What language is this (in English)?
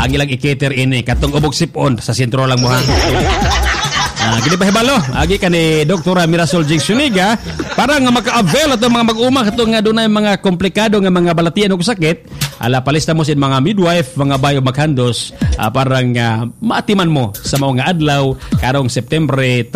Cebuano